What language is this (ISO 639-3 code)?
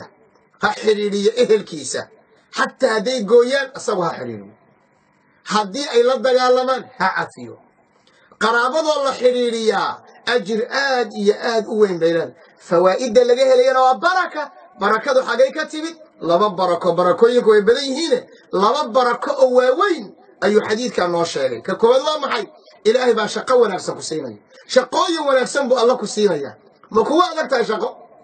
som